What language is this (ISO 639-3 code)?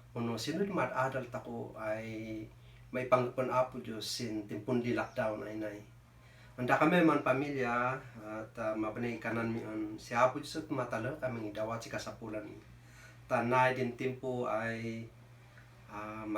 kne